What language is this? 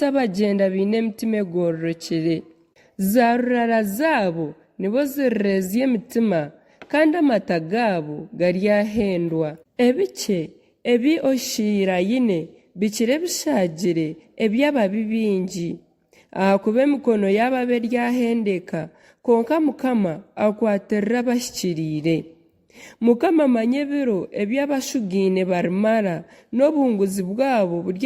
Nyankole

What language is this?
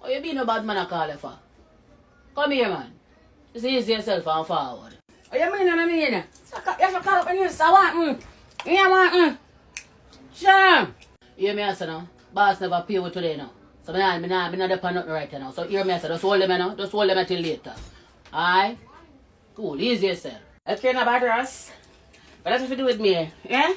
Jamaican Creole English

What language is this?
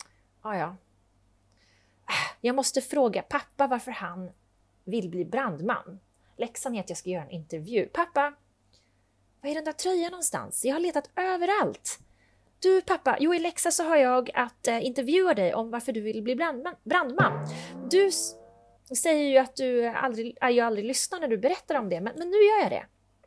Swedish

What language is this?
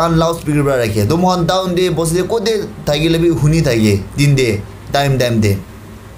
Naga Pidgin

